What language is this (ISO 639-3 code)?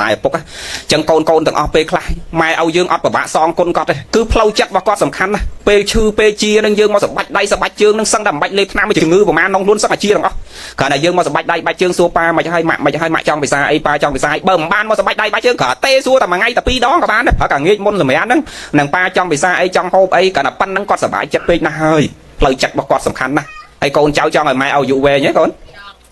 khm